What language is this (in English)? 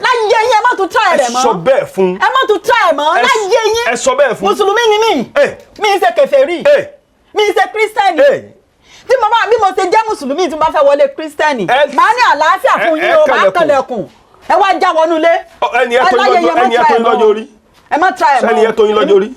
Yoruba